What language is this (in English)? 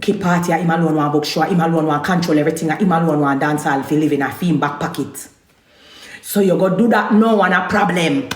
Jamaican Creole English